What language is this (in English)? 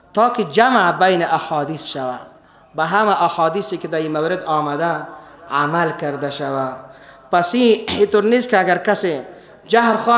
Persian